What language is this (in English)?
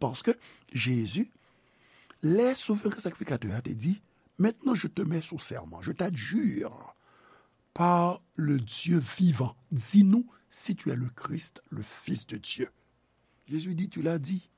Haitian Creole